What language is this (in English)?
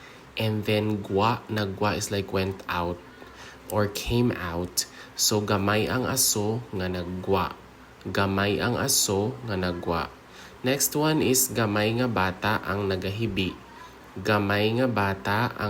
Hiligaynon